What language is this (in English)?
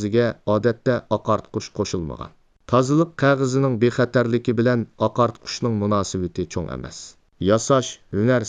Uyghur